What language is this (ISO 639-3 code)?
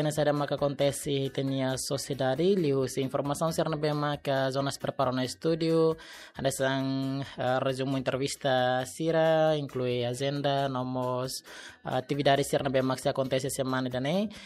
tet